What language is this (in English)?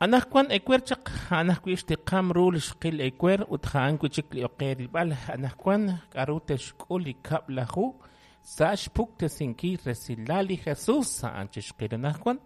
Kekchí